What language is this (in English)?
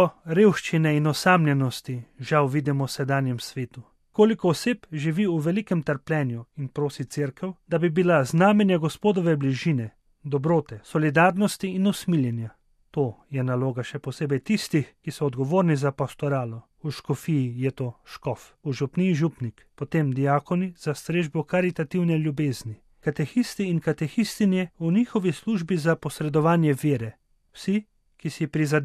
Slovenian